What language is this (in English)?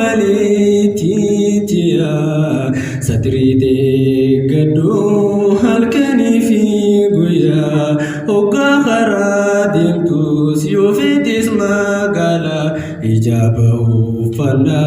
Oromo